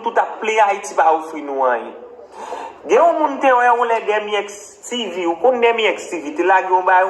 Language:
Haitian Creole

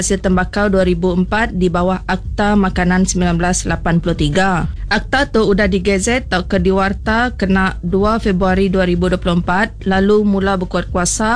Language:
Iban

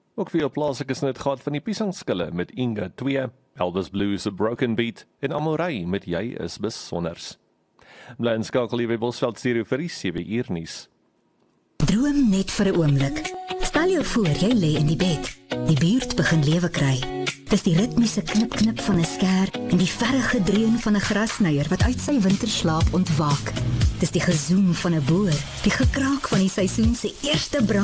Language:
Afrikaans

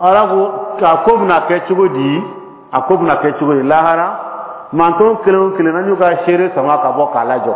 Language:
Bambara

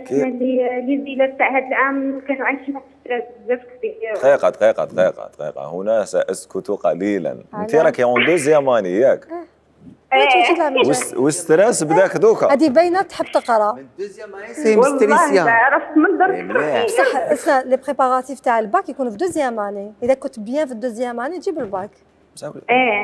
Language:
Algerian Arabic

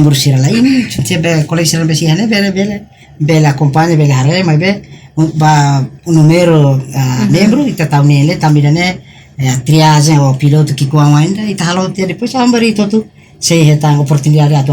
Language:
Tetum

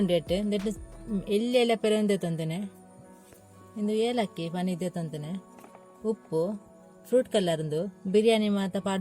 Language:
Tulu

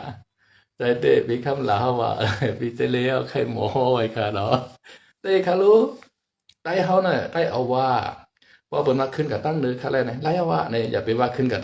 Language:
Shan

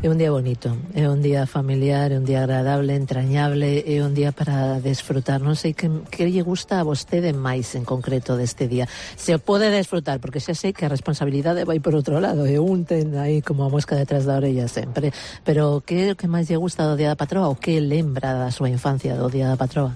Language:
Galician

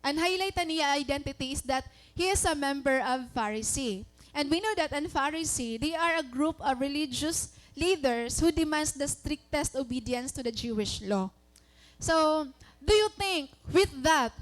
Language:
Waray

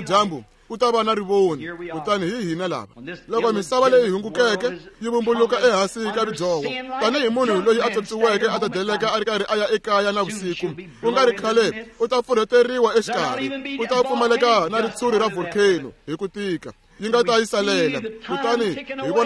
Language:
Tsonga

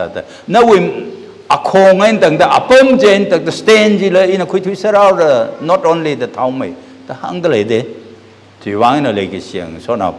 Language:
Tangkhul Naga (India)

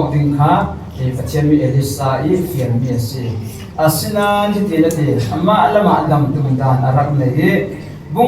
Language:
Falam Chin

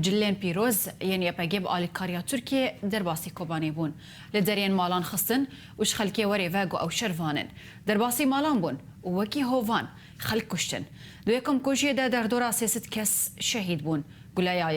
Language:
Kurdish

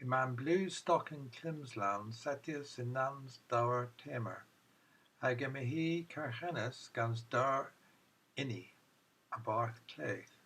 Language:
Cornish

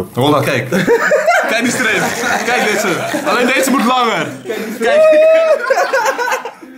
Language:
Dutch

